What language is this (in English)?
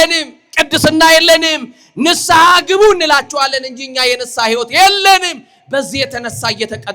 Amharic